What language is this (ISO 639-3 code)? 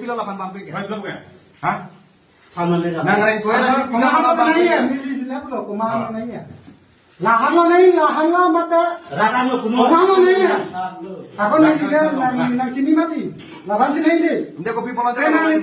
mjw